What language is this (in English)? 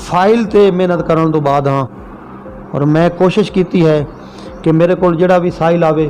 Saraiki